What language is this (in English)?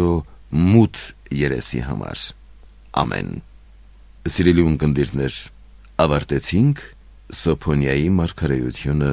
Armenian